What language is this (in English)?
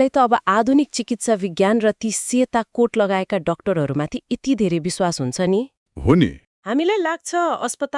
Nepali